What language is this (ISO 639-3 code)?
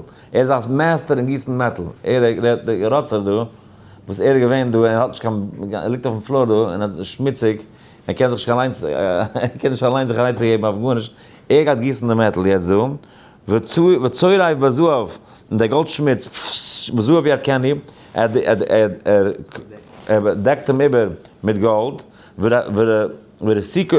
yid